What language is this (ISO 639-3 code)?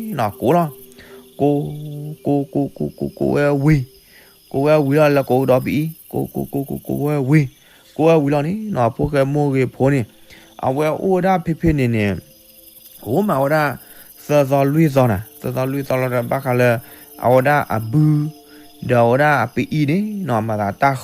ksw